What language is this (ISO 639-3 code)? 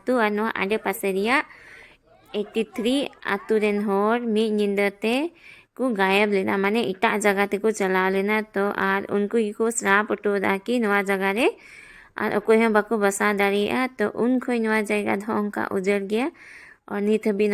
sat